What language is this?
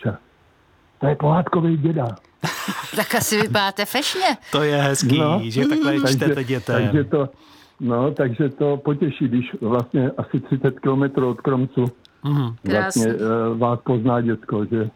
Czech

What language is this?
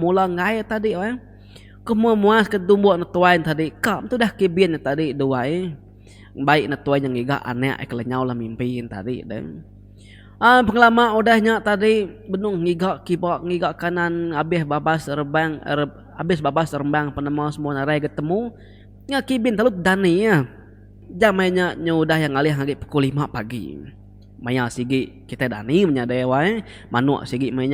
Iban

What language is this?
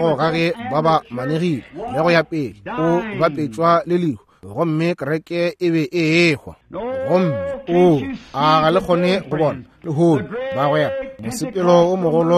Northern Sotho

